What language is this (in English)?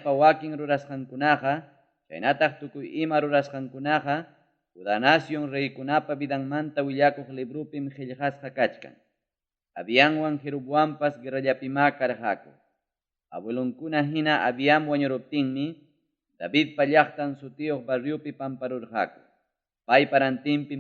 Ayacucho Quechua